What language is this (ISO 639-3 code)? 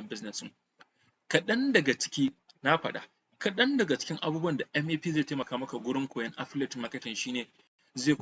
hau